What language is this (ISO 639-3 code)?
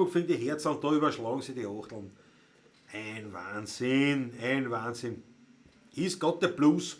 bar